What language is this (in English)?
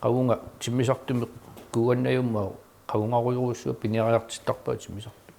Kalaallisut